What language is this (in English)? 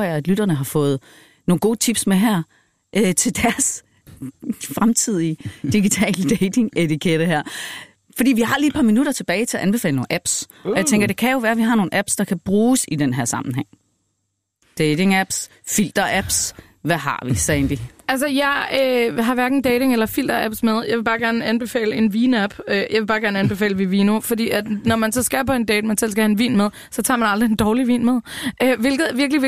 Danish